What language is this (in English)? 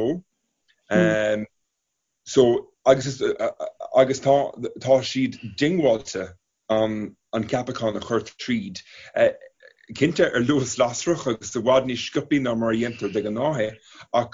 Irish